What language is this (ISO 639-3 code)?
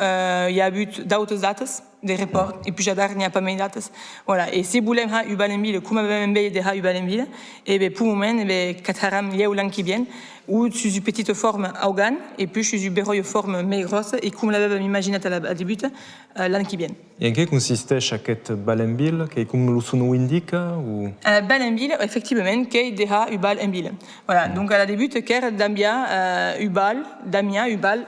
oci